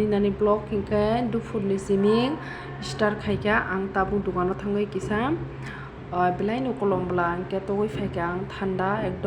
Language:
Kok Borok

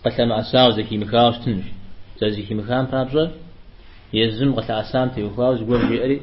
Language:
Kabardian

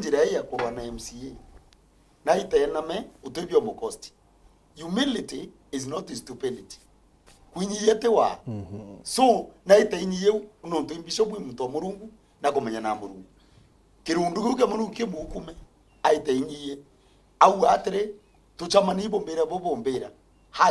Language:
Meru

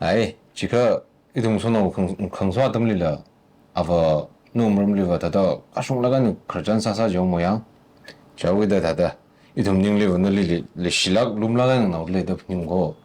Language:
Tangkhul Naga (India)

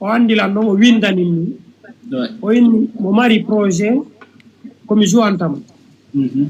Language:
Fula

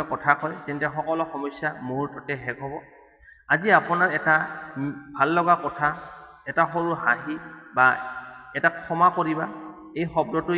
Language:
Assamese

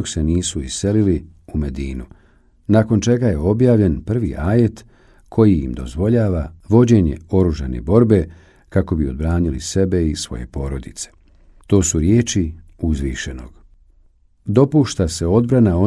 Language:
Bosnian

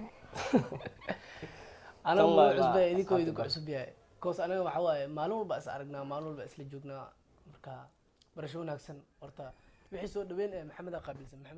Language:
Somali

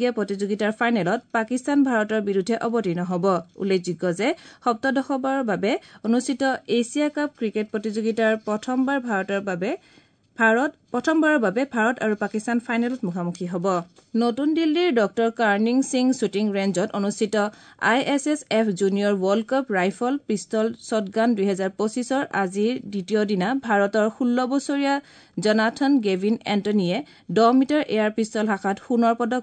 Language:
Assamese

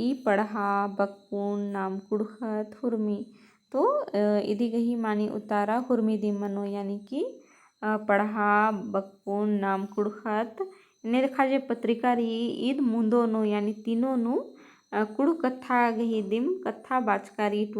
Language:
Kurukh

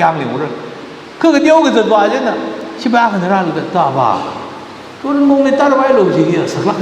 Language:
Tangkhul Naga (India)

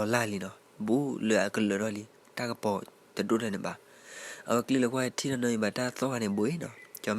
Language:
S'gaw Karen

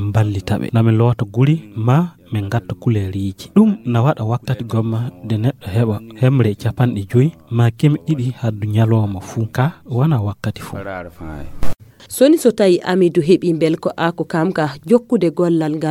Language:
Fula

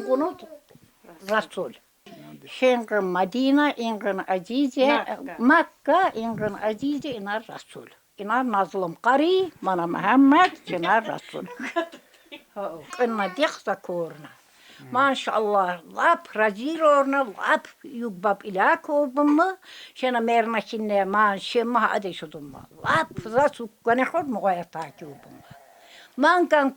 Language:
Tsakhur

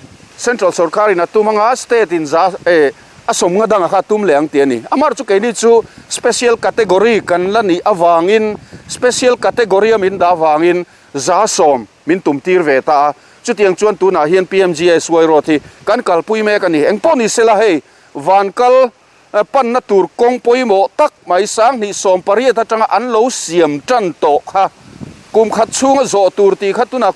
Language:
Mizo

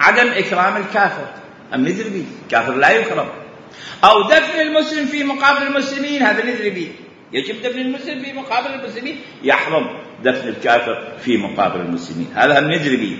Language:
Mesopotamian Arabic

